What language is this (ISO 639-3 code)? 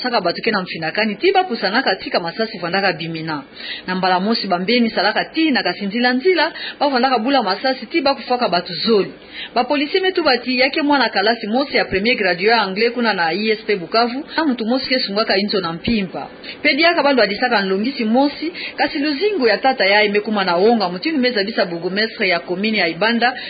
ktu